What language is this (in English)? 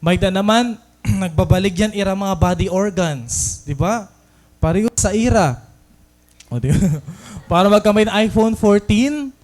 Waray